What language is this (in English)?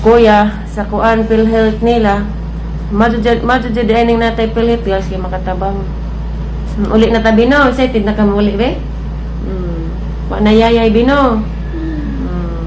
Cebuano